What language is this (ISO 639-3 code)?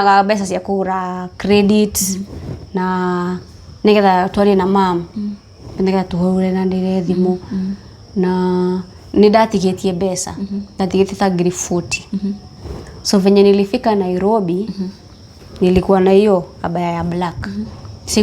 kik